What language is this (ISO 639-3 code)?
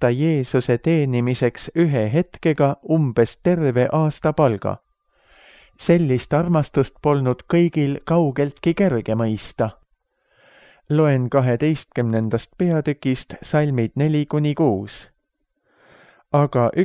est